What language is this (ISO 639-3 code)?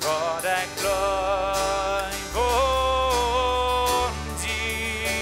pdt